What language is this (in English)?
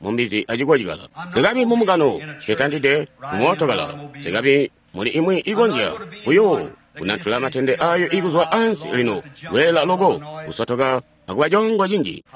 Tonga (Zambia)